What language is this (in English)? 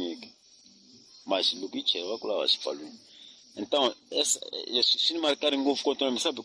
Tsonga